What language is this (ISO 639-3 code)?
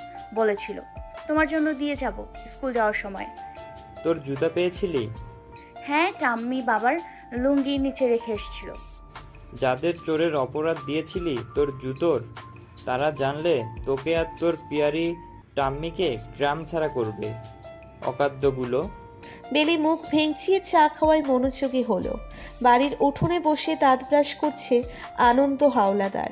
ben